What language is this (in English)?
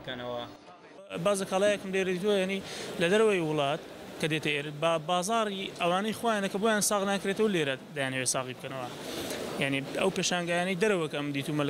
Central Kurdish